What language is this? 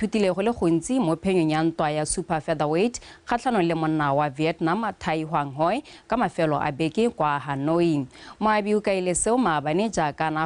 Tswana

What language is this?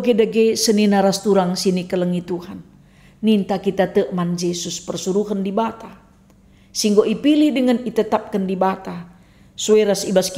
Batak Karo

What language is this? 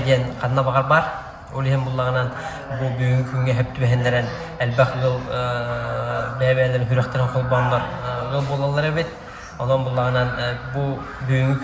Yakut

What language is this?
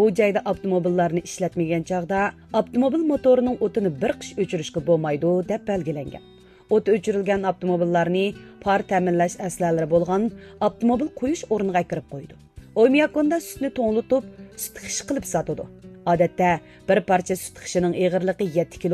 Uyghur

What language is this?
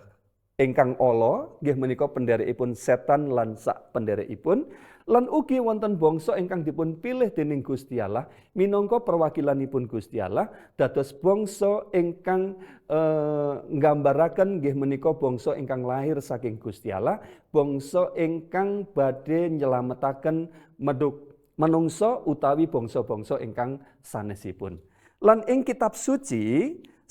Javanese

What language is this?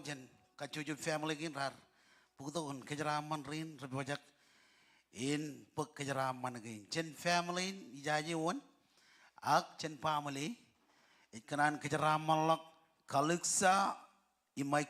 Marshallese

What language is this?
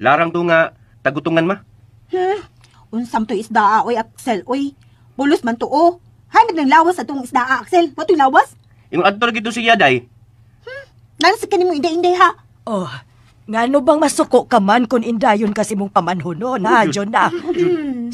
Cebuano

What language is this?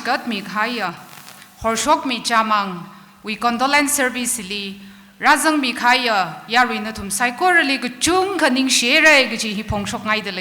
Tangkhul Naga (India)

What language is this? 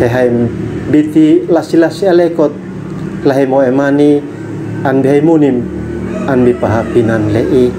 Uab Meto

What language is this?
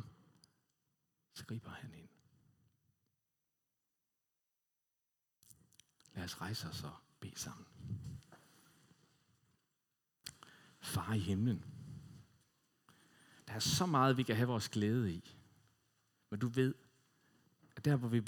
Danish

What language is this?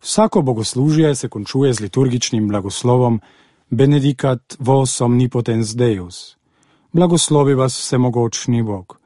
Slovenian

